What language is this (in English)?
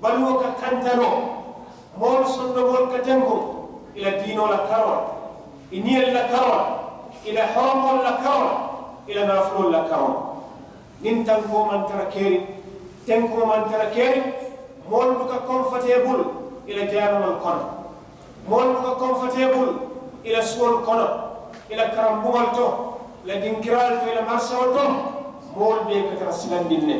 Mandingo